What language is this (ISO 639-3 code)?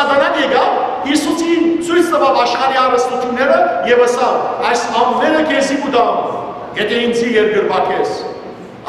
hyw